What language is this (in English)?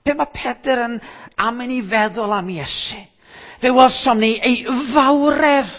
Welsh